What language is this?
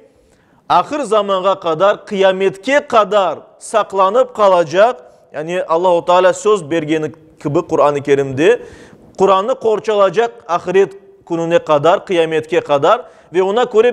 Crimean Tatar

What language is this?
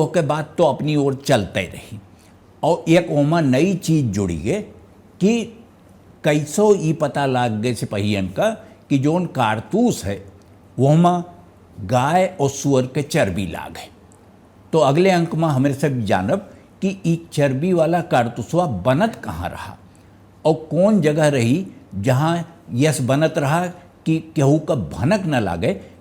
Awadhi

